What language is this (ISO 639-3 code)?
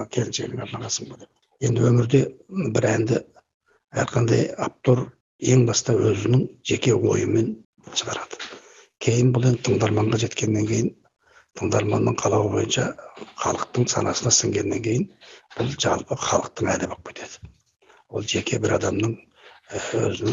kaz